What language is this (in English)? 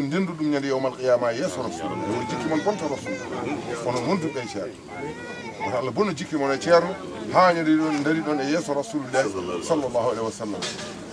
Fula